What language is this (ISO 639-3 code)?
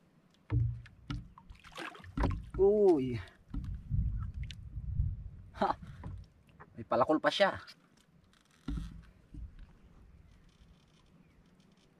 fil